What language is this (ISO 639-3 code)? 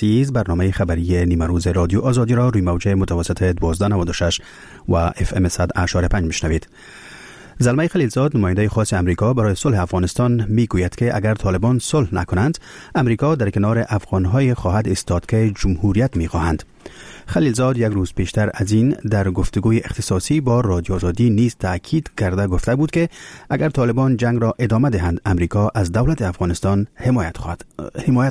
fas